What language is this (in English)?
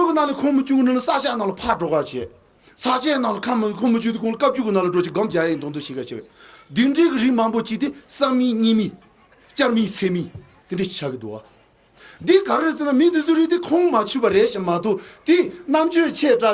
Tibetan